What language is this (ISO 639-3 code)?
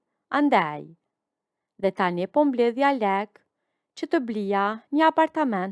sqi